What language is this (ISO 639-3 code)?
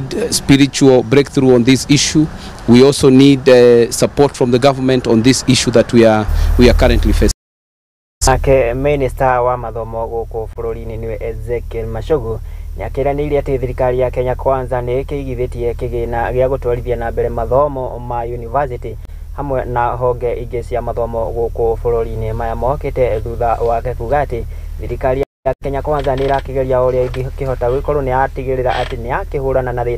kik